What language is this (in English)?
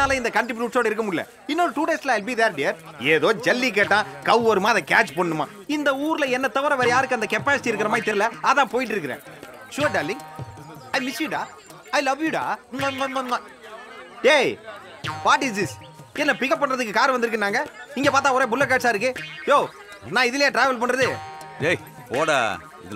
Tamil